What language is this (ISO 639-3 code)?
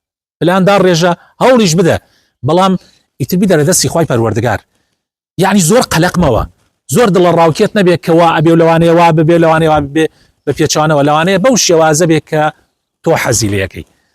ckb